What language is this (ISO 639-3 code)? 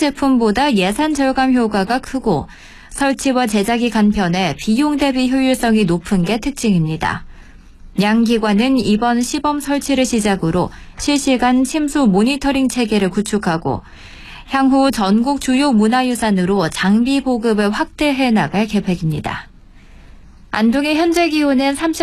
kor